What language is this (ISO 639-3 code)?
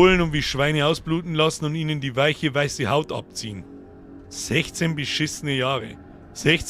bar